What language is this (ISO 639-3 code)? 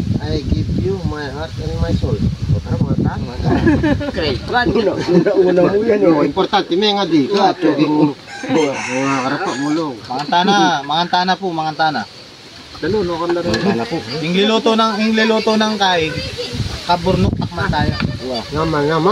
pam